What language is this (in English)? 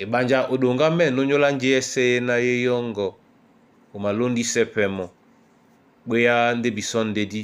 Duala